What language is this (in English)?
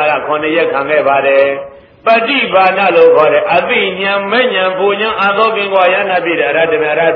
Burmese